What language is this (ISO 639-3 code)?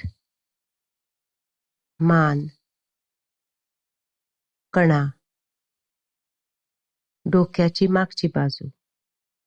mar